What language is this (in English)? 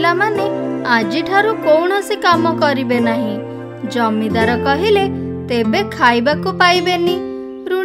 Odia